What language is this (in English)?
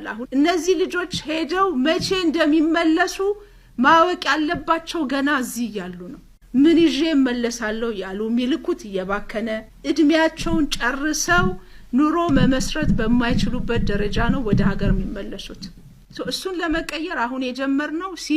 Amharic